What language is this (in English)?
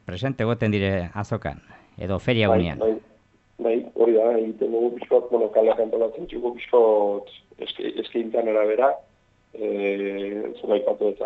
Basque